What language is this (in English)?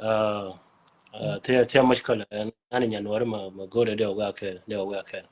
Nuer